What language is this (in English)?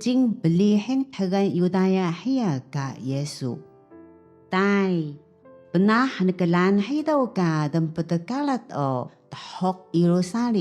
Taroko